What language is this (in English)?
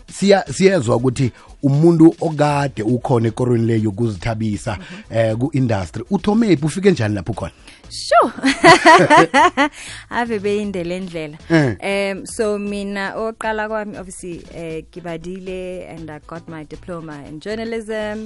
South Ndebele